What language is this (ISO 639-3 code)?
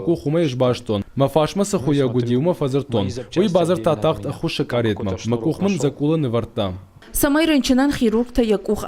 oss